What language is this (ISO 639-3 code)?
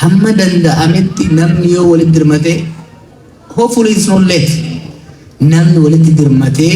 orm